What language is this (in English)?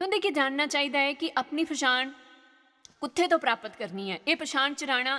Dogri